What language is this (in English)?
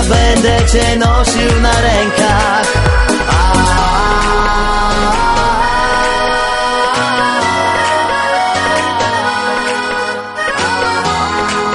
Polish